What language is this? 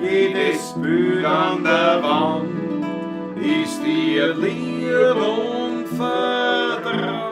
Bavarian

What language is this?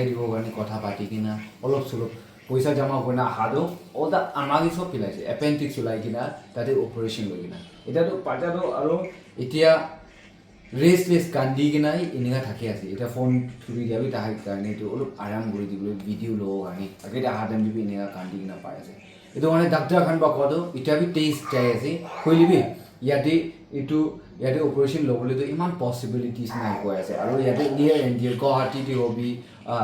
Naga Pidgin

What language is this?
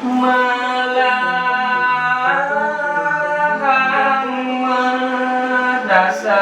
Balinese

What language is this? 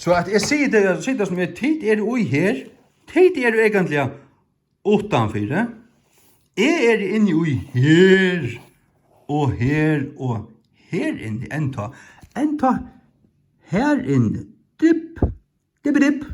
Faroese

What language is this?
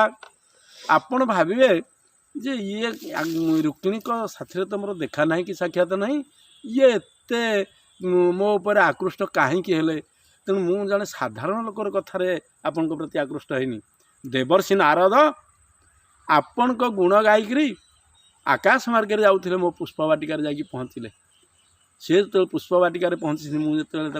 Odia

